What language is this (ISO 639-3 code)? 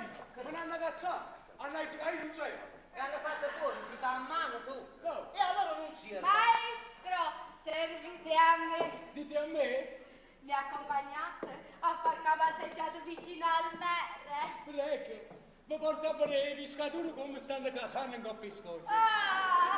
nap